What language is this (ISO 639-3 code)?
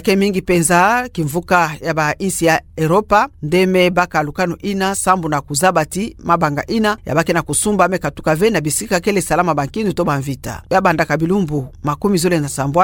ktu